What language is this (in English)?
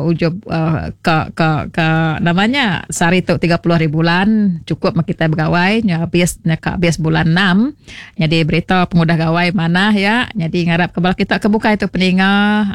Iban